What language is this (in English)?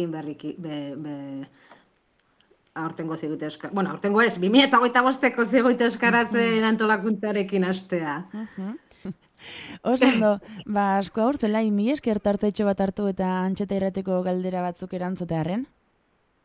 Basque